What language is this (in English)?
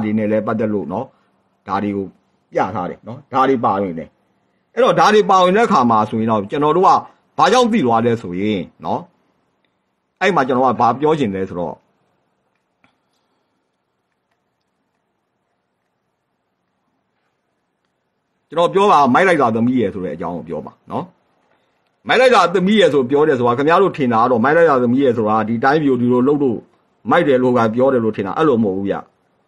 Burmese